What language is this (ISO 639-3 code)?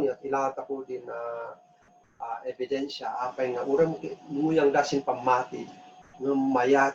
kne